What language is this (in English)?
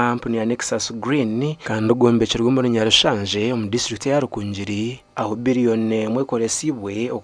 Nyankole